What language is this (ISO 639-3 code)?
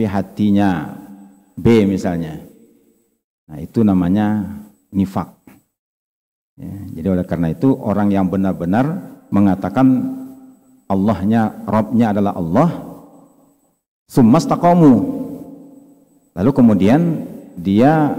ind